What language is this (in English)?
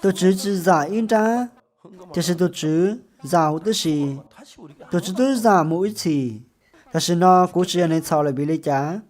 Hmong